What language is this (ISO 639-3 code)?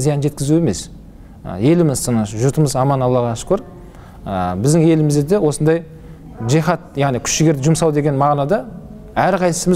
kaz